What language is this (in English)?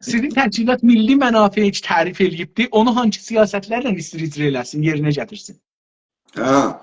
South Azerbaijani